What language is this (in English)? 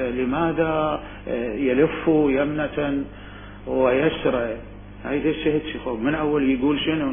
Mesopotamian Arabic